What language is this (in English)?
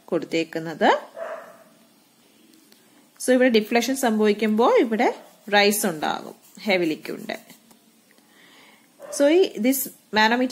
Malayalam